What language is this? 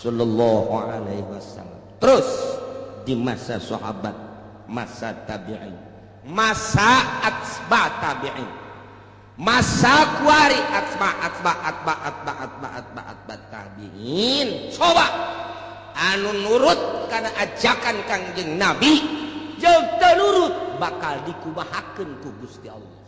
Sundanese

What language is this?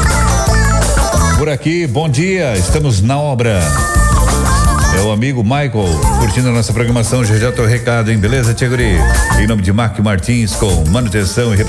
Portuguese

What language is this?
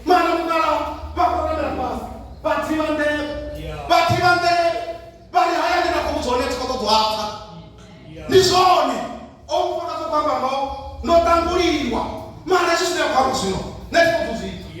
Venda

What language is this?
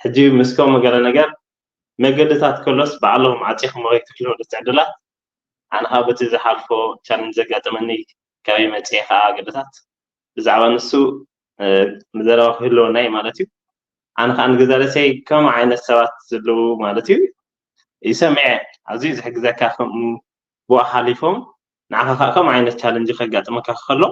Tigrinya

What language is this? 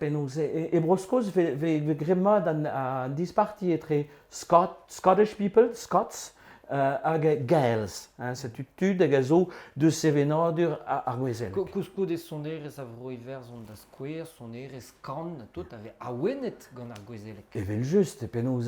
Breton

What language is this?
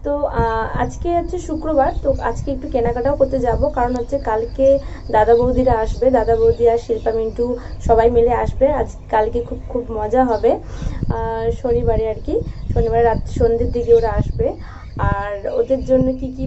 Bangla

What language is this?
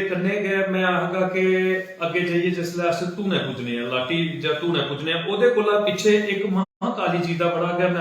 Dogri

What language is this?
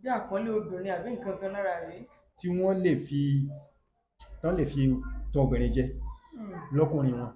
Yoruba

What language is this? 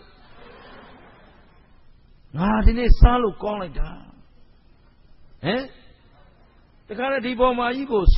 Burmese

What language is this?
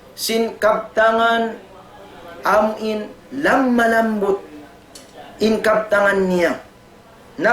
Tausug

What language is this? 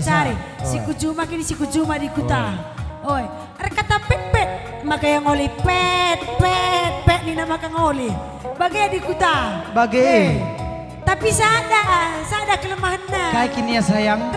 Batak Karo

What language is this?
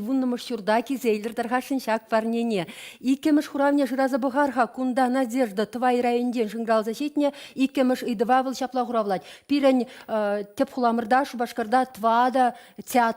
Chuvash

